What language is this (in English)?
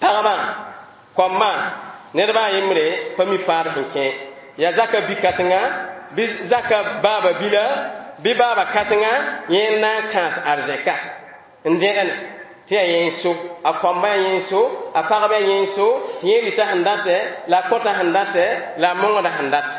Mossi